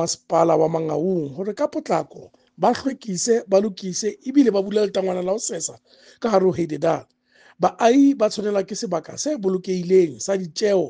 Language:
Southern Sotho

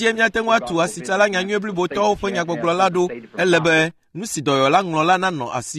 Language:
Ewe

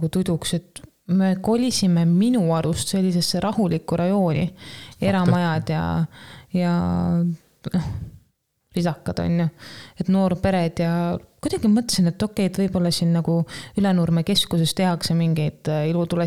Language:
Estonian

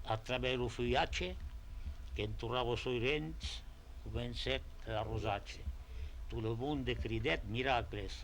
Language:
Occitan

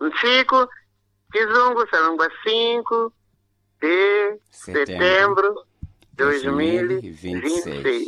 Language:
Sena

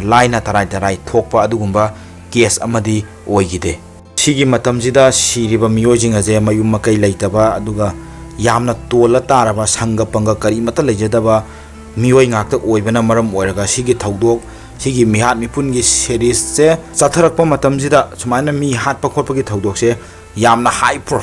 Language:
Manipuri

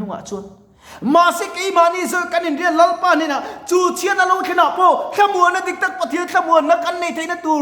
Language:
Mizo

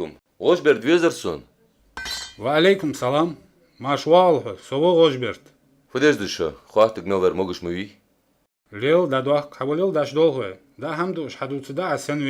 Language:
Ingush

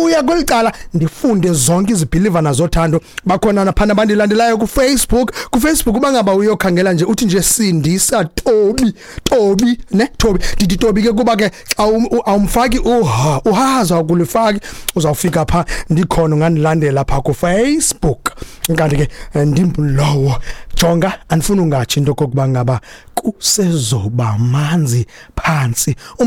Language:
Xhosa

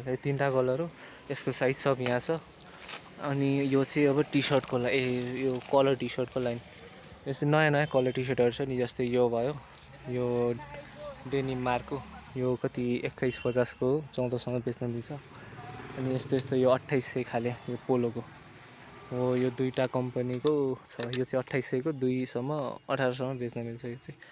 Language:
Nepali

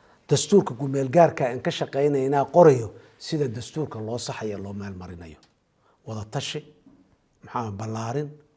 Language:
Somali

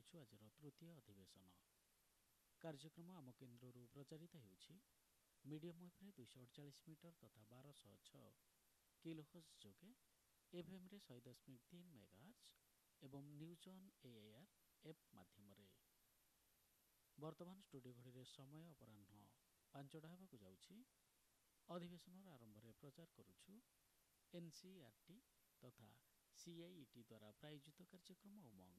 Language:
Odia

